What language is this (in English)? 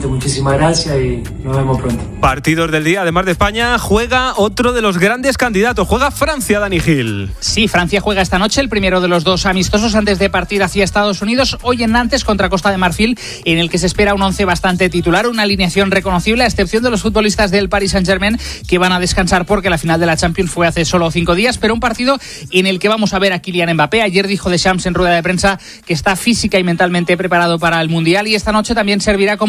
Spanish